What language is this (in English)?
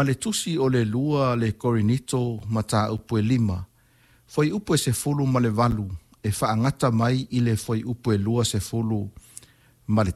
Samoan